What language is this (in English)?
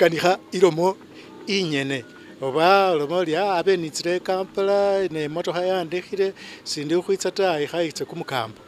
Masaaba